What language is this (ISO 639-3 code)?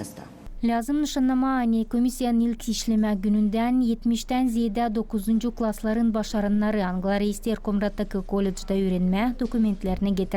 gag